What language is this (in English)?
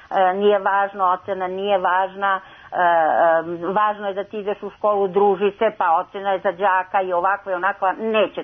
Serbian